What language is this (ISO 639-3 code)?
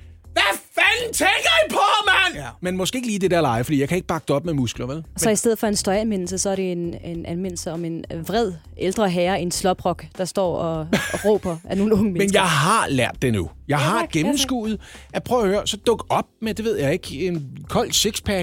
dan